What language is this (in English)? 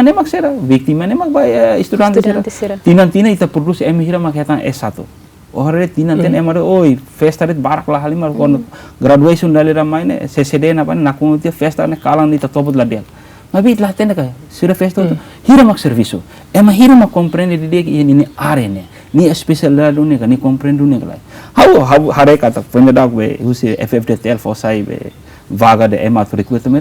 Tetum